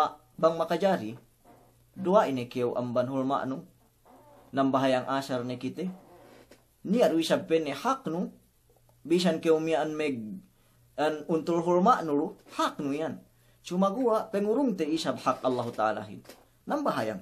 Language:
Yakan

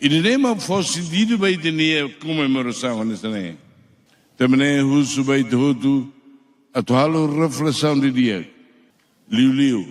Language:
Tetum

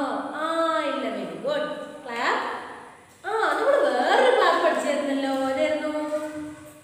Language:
Malayalam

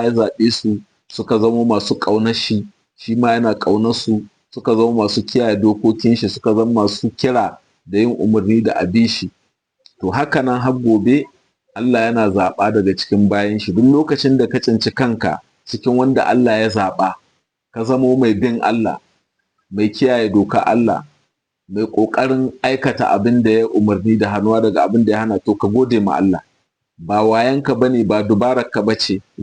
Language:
Hausa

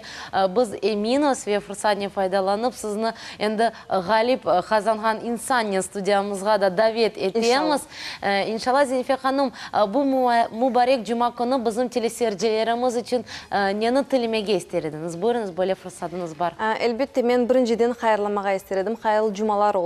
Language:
Crimean Tatar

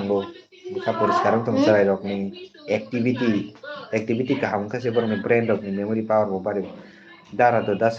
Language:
Kok Borok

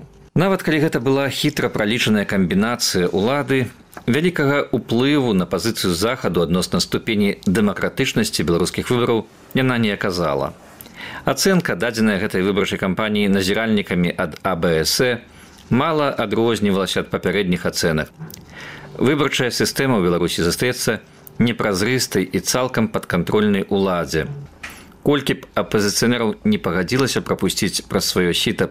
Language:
Belarusian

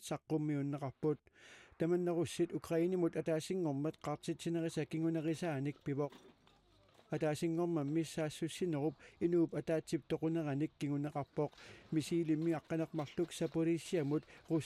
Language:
Kalaallisut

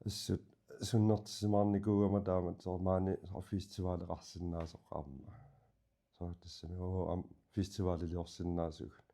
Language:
Kalaallisut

